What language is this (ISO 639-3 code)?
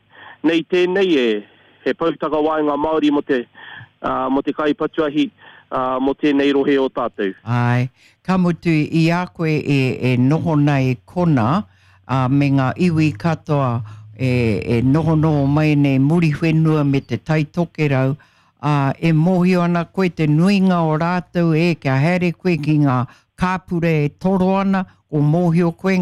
mri